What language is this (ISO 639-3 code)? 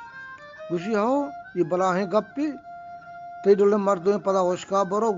bgp